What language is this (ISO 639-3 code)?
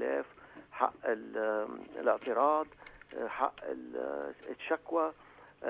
apc